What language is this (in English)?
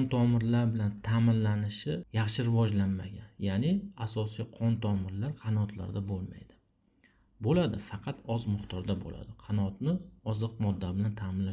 Uzbek